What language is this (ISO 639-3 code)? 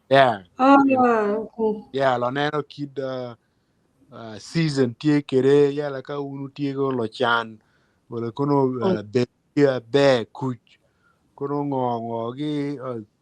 ach